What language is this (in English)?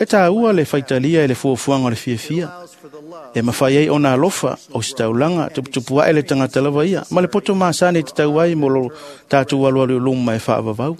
Samoan